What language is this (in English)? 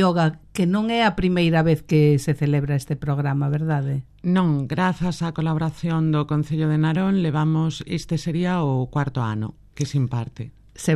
Galician